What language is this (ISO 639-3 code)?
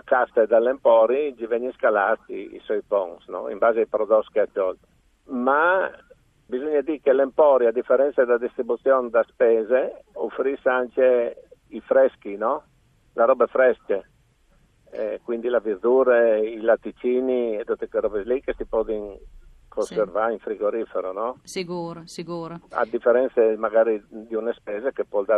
fur